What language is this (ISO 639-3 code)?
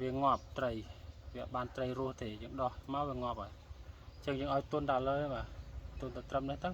khm